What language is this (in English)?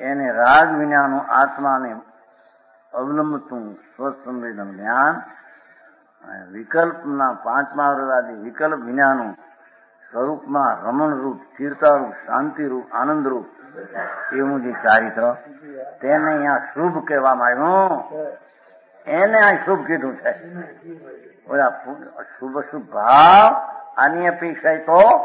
Gujarati